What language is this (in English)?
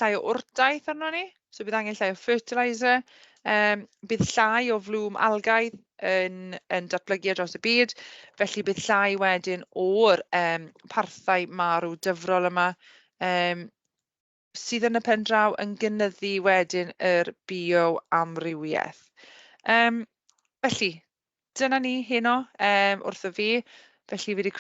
Welsh